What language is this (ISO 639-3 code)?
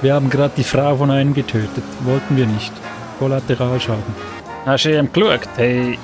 gsw